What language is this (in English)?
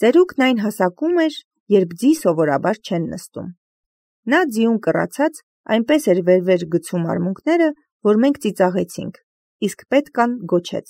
Armenian